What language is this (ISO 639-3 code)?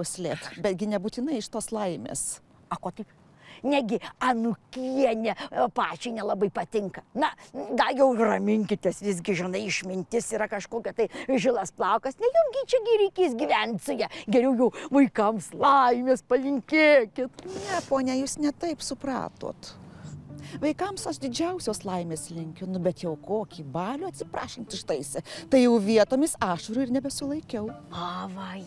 lit